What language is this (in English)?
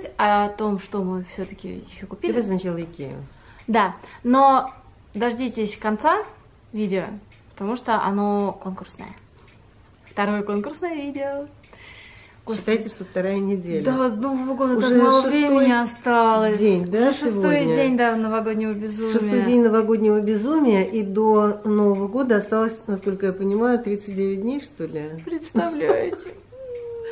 Russian